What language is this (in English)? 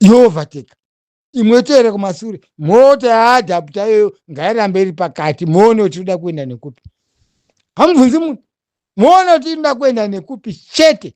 Shona